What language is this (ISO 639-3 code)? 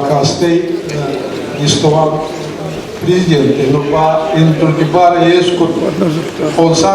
oss